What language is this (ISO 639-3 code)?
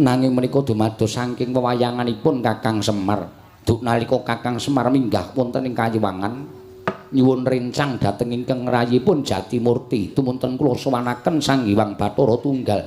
jav